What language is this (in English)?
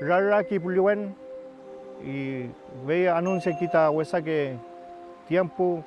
Mapuche